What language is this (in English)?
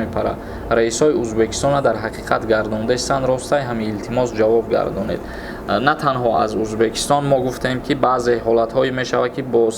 Tajik